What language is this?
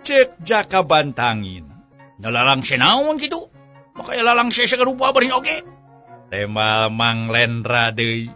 Sundanese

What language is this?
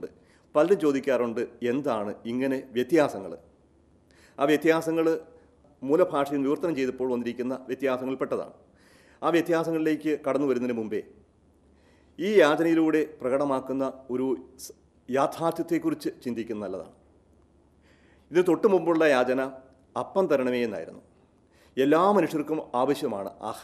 Malayalam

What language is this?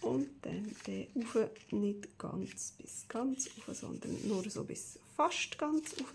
Swiss German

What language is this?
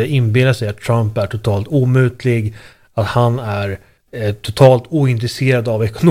Swedish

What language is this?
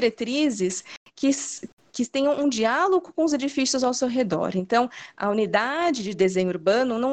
Portuguese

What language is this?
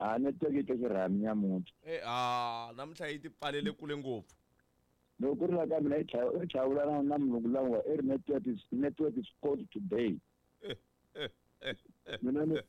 Tsonga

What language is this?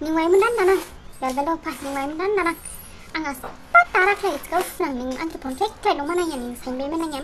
Dimasa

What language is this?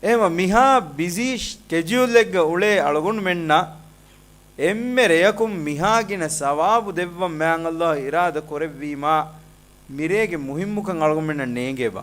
Divehi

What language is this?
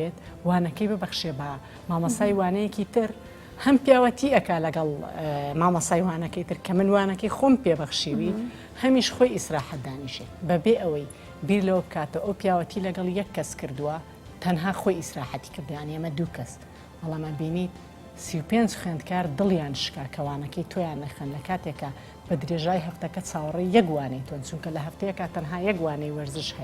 Central Kurdish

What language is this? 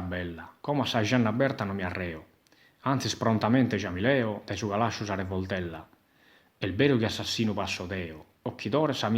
Sardinian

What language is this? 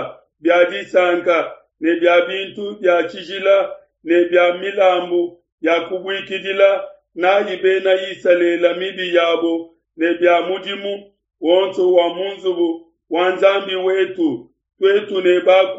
Luba-Lulua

